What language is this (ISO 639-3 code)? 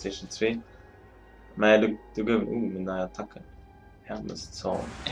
ltz